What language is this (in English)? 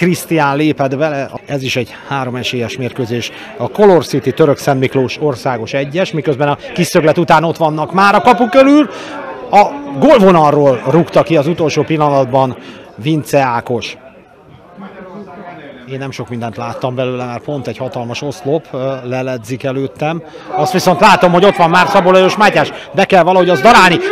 Hungarian